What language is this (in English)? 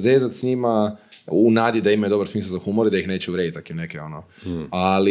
Croatian